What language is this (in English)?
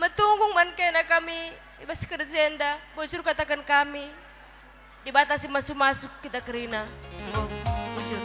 Batak Karo